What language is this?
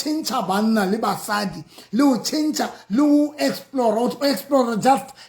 Southern Sotho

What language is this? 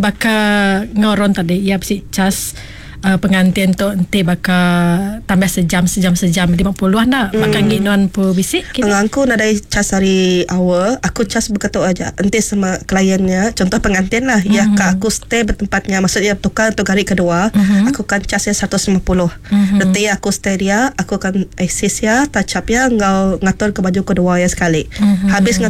Iban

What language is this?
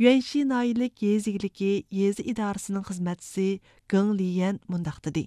Uyghur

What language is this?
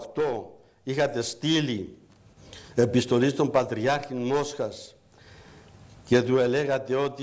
Greek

